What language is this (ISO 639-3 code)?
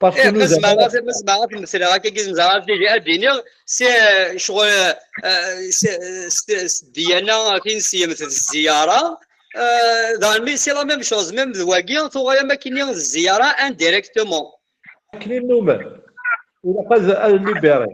kab